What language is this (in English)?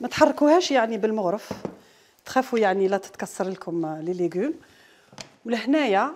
Algerian Arabic